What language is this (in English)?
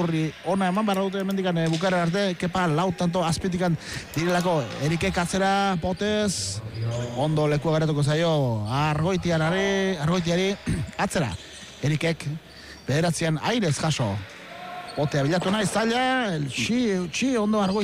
Basque